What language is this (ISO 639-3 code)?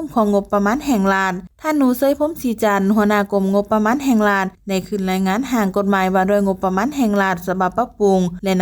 lao